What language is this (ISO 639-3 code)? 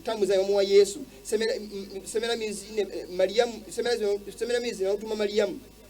lug